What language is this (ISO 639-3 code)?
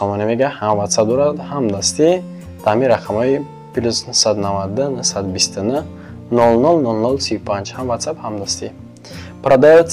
tgk